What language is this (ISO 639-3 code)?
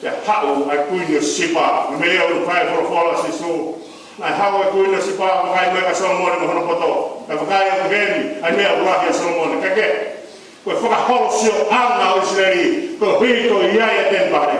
ton